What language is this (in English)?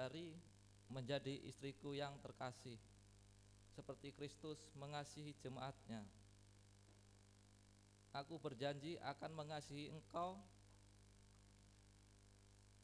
Indonesian